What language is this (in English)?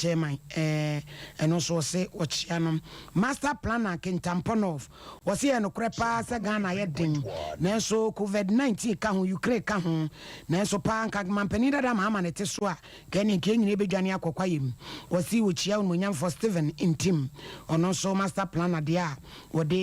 Akan